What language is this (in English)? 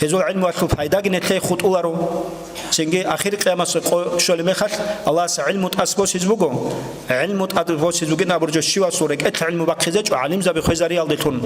Avaric